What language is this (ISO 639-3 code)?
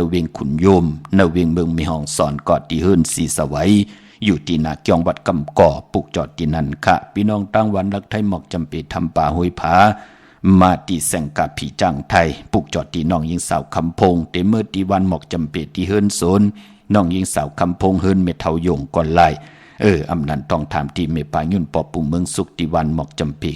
shn